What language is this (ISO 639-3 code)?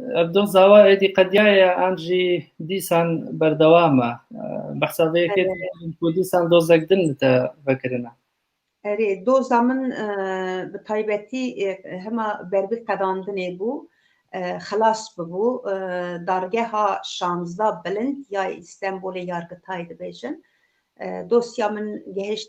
kur